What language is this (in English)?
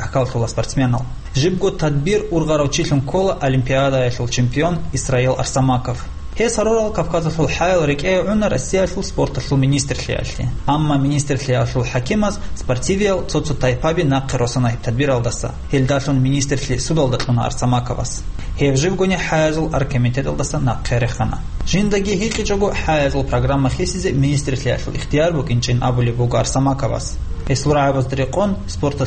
Avaric